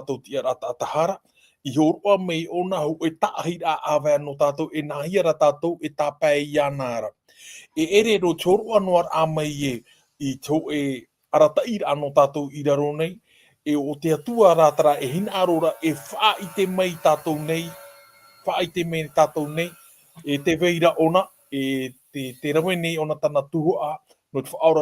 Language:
Tahitian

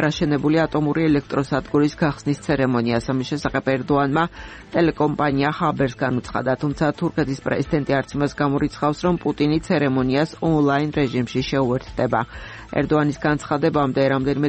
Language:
Georgian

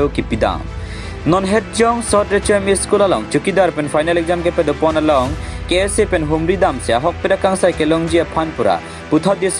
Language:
Karbi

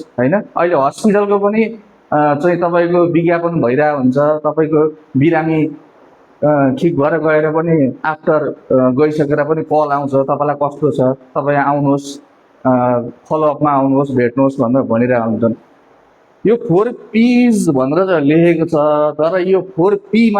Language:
Nepali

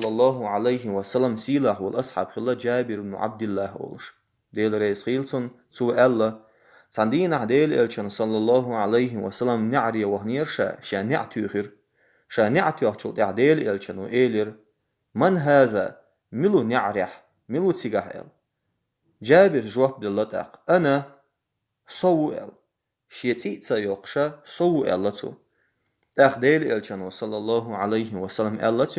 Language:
Chechen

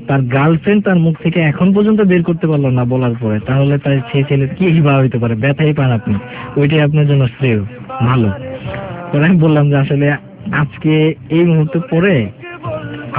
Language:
Bangla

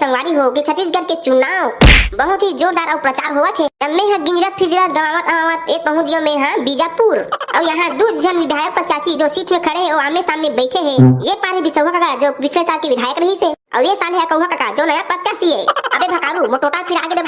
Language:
Chhattisgarhi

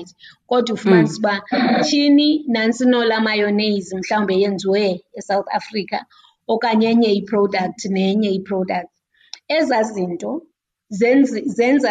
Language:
Xhosa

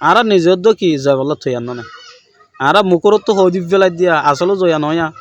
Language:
Rohingya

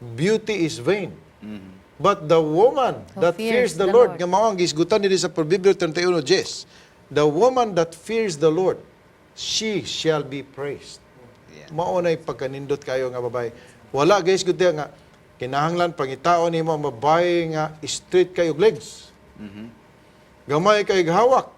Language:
Cebuano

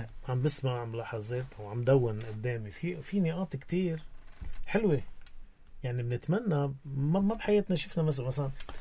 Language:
North Levantine Arabic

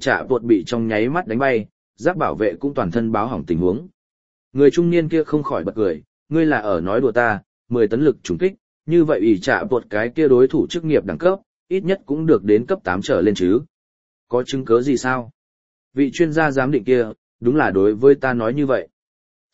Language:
Vietnamese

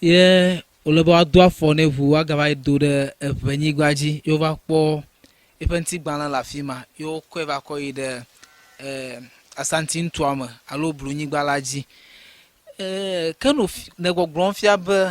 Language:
Ewe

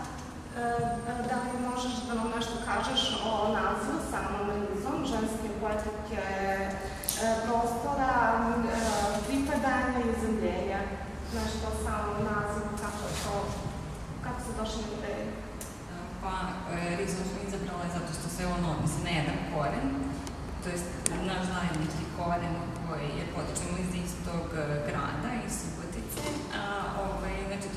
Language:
Serbian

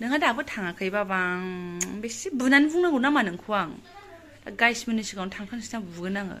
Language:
Bodo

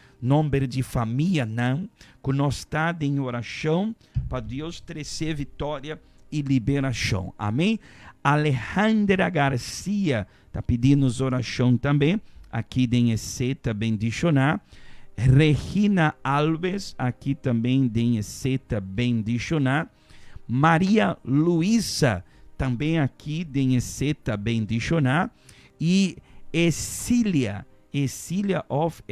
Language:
Papiamento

